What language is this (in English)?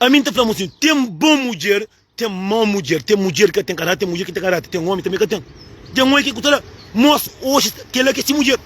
Kabuverdianu